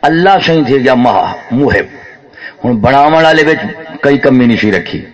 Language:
Saraiki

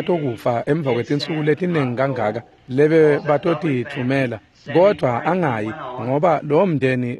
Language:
Swati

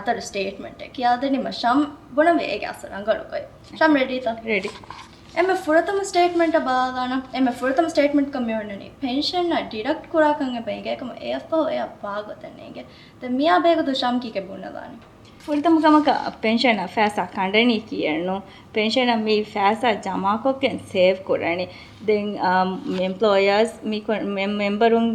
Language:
Divehi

